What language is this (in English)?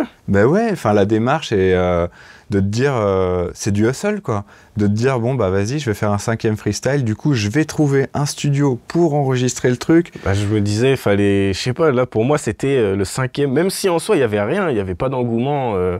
French